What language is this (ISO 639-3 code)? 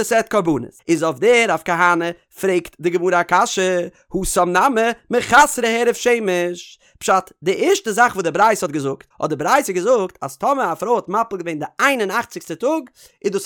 yid